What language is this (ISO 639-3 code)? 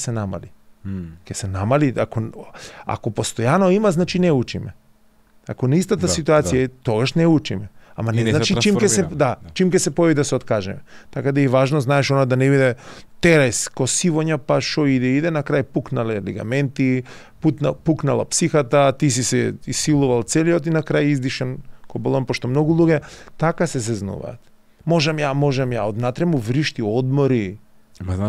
mkd